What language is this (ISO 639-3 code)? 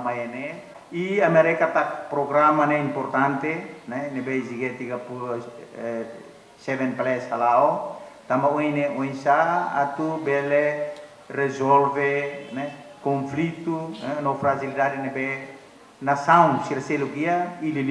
tet